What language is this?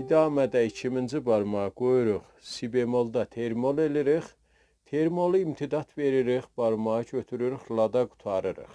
South Azerbaijani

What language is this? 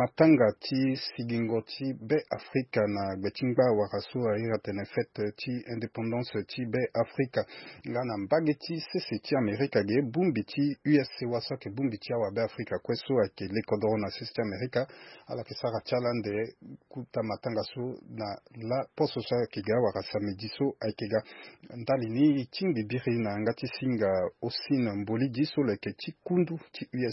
Sango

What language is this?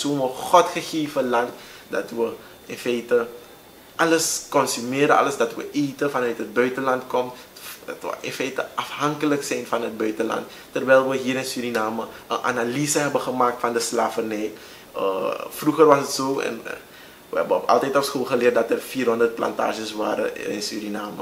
Dutch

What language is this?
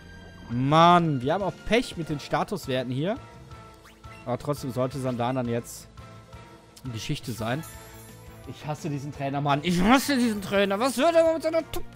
German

